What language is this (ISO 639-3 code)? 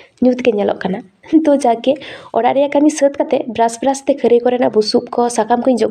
sat